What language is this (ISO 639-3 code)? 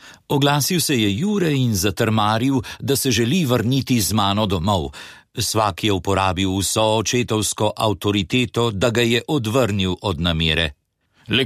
slv